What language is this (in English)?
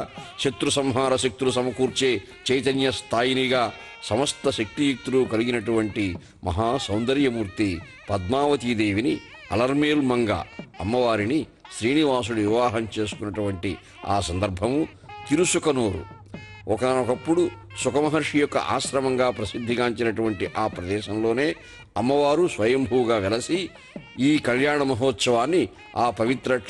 Telugu